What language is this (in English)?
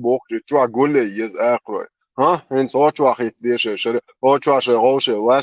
Chechen